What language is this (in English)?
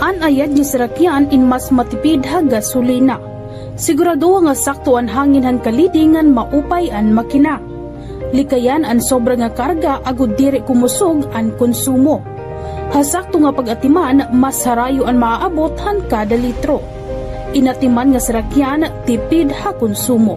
Waray